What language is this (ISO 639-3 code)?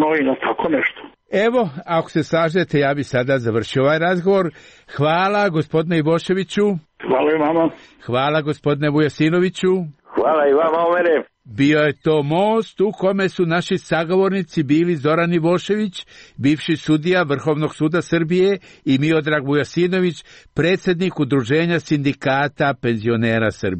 srp